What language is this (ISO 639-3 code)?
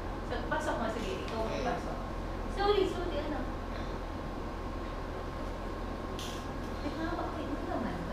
fil